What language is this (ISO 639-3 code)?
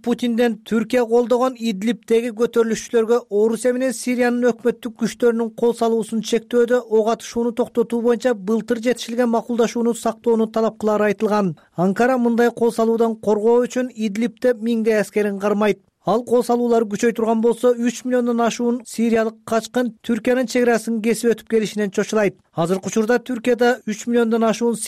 kir